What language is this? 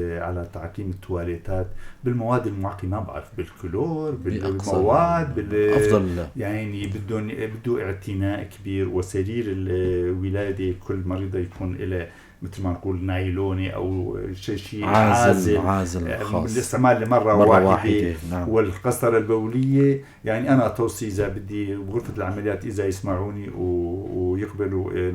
North Levantine Arabic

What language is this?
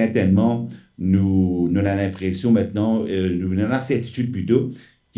Morisyen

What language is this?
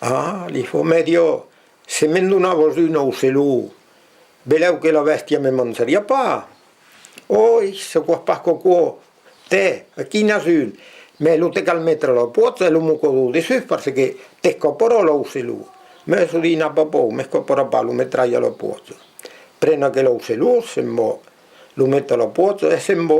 Occitan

